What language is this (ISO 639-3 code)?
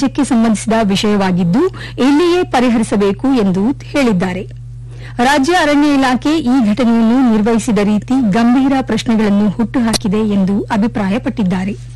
kan